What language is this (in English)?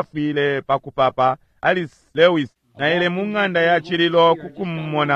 Bemba